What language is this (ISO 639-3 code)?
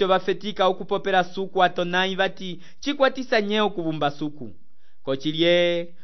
umb